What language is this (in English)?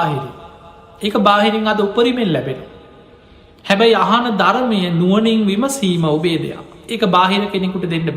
Sinhala